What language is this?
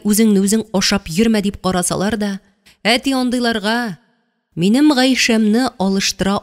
Tatar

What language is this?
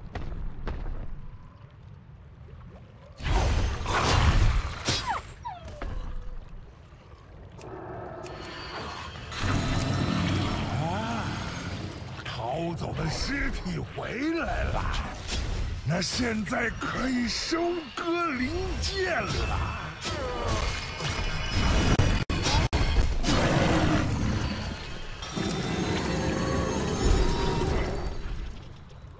Chinese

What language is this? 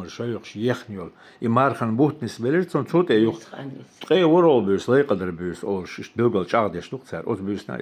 Chechen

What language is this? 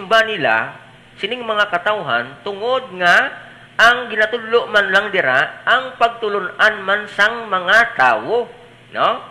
Hiligaynon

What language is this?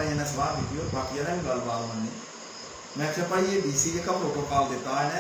Dogri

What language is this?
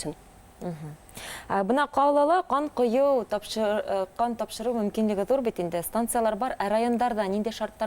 Bashkir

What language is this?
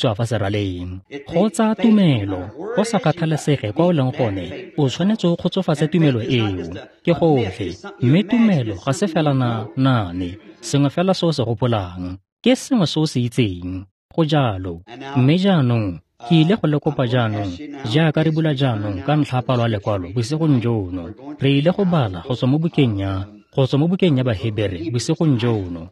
Tswana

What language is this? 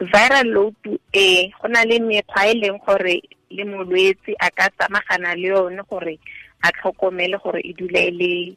Tswana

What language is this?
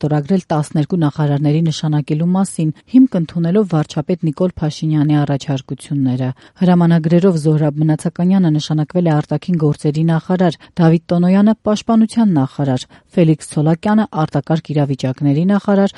Armenian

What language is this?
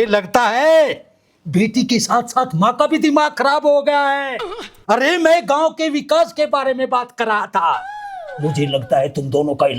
Haryanvi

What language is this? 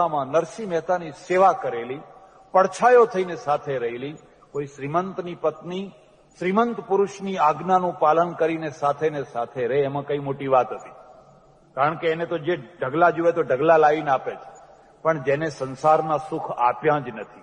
Gujarati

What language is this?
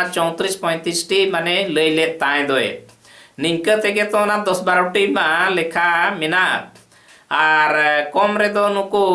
Santali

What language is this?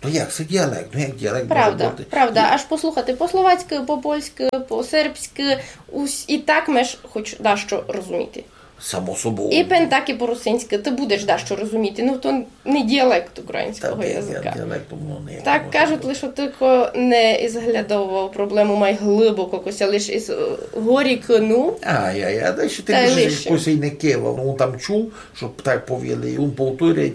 Rusyn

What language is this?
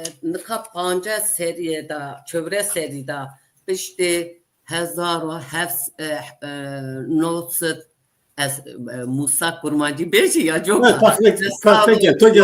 Zaza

